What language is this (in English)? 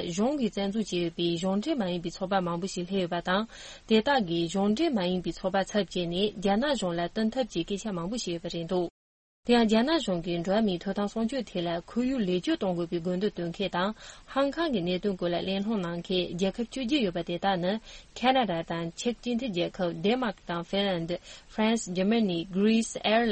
Tibetan